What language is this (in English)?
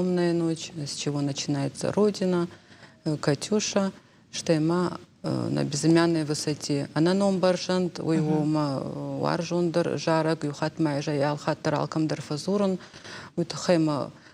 Ossetic